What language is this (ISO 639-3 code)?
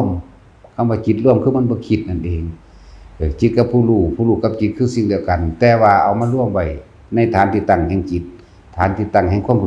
tts